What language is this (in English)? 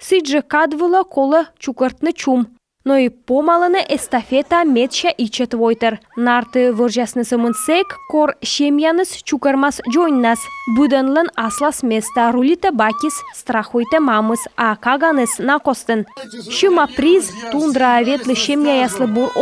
Komi